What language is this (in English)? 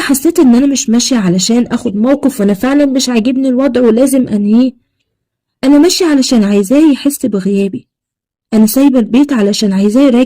Egyptian Arabic